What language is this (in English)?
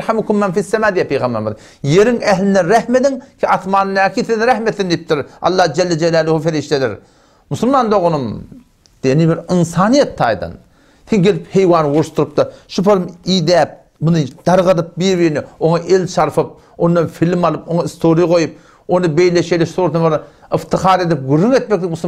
Turkmen